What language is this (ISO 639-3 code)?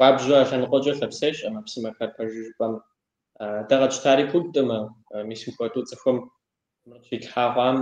kbd